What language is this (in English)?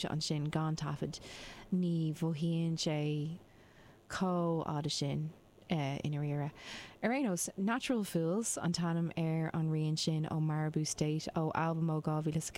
Irish